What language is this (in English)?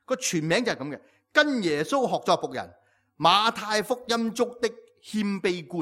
Cantonese